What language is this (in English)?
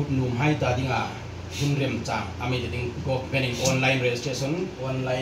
Hmar